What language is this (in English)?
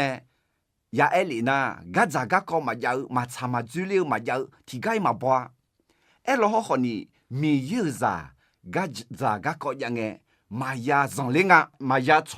Akha